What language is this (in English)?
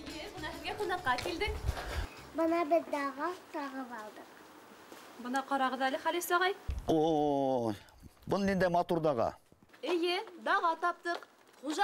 Bashkir